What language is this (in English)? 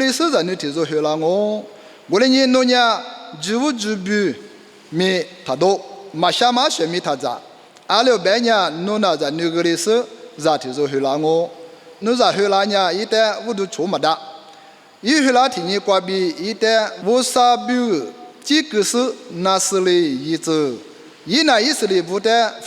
Lisu